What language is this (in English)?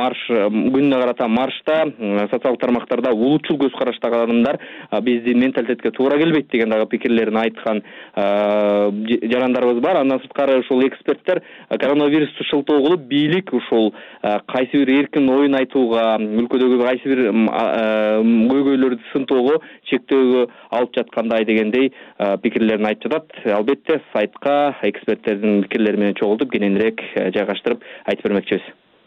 Kyrgyz